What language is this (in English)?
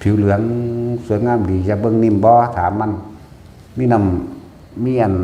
Northeastern Thai